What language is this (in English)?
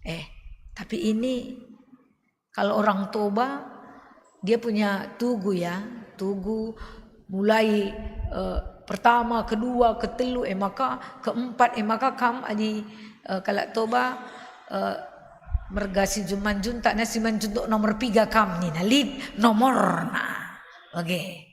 Batak Karo